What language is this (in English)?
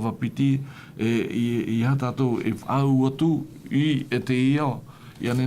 Tahitian